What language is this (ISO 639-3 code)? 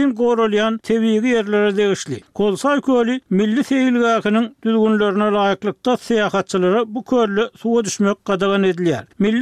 tuk